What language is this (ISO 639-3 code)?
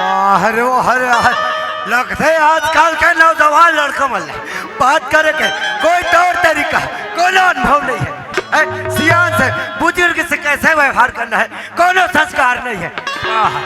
hne